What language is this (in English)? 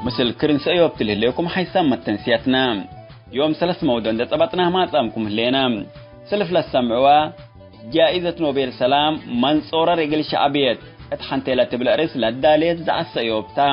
Tigre